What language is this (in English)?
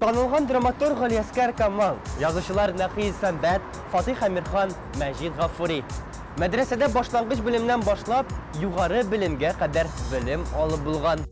Tatar